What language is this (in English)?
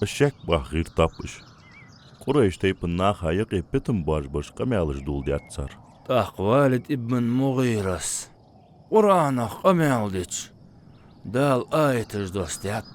Ingush